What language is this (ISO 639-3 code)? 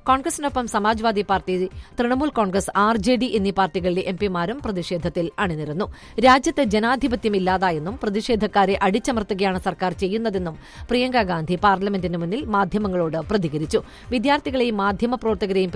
mal